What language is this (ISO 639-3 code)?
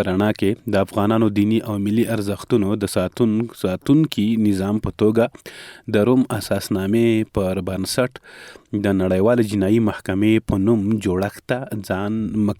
pus